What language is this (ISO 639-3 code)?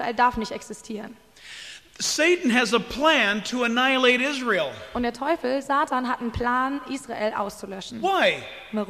deu